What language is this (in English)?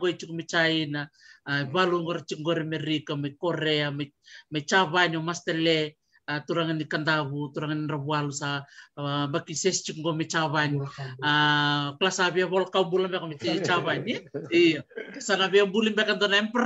Fijian